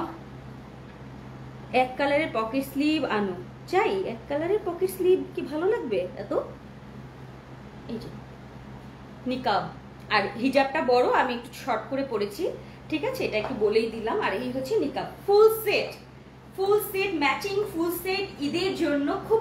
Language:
Bangla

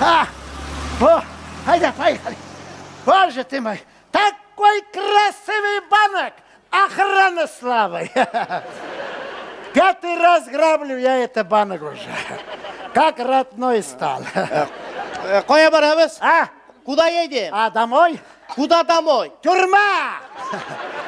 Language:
Tatar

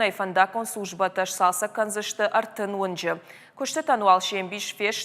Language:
Ossetic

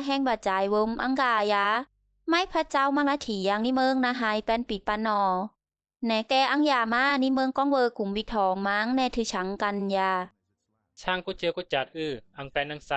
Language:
Bisu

